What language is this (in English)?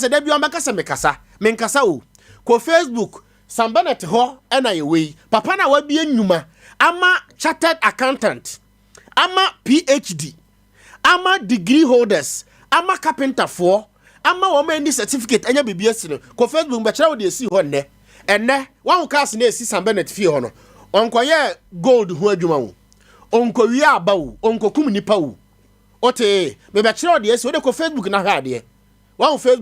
Akan